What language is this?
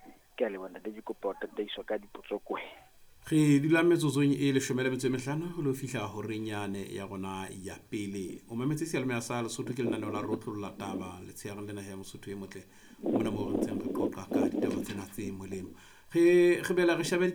Southern Sotho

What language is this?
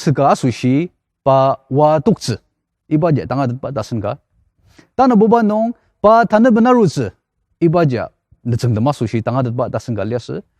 Ao Naga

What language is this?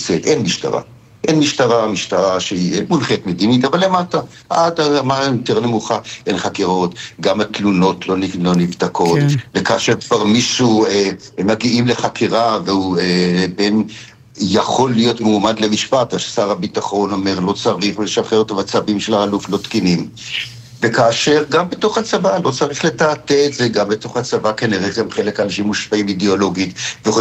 Hebrew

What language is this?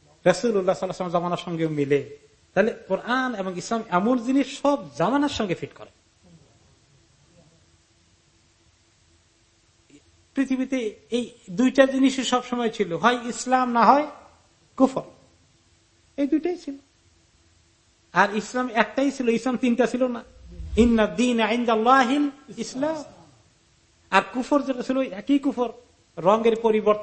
Bangla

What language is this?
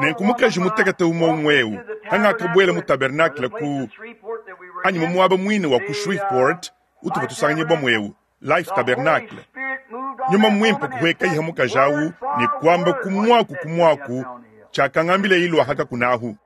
Luba-Lulua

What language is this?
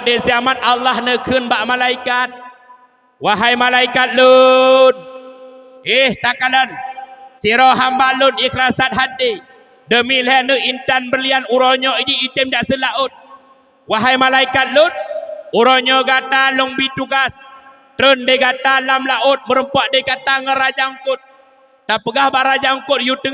Achinese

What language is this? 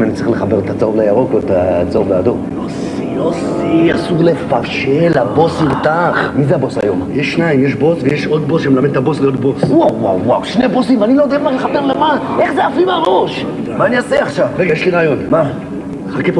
Hebrew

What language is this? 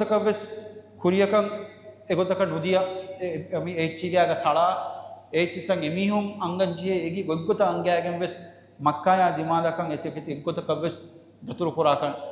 Divehi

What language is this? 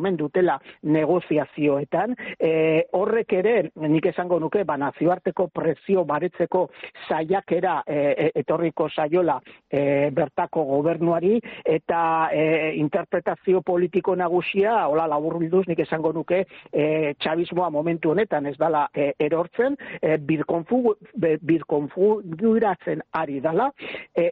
Basque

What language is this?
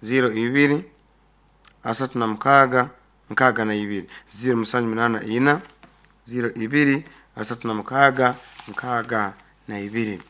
Nyoro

